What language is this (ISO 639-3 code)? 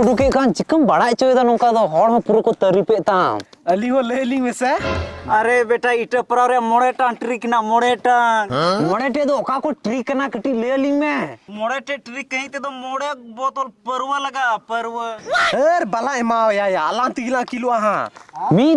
sat